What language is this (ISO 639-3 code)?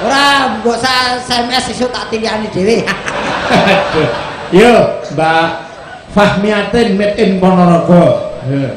jav